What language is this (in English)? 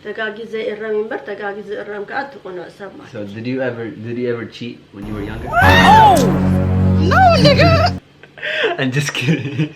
Tigrinya